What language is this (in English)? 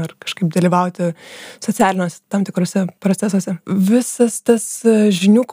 Lithuanian